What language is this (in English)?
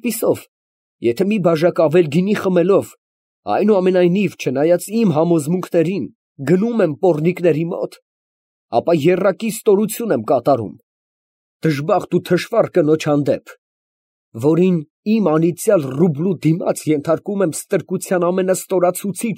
Armenian